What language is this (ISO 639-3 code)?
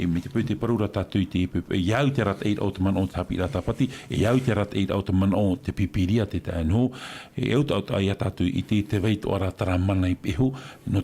tah